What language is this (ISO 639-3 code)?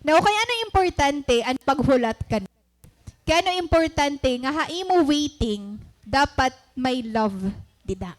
war